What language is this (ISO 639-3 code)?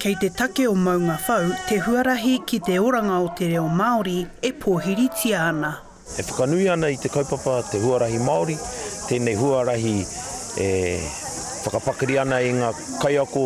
mri